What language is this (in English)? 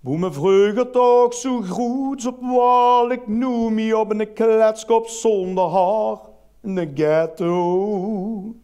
Limburgish